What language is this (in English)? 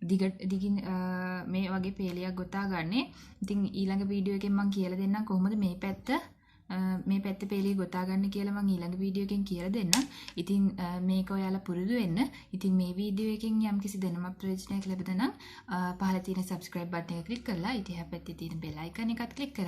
Sinhala